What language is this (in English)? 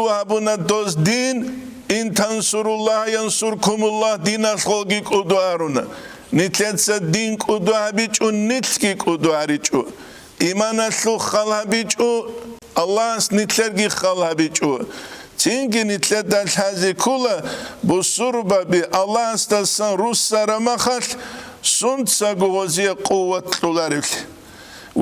Avaric